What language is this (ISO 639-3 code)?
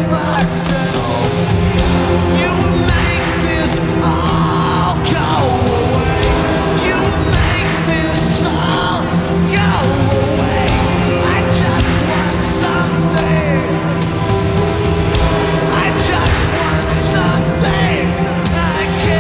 eng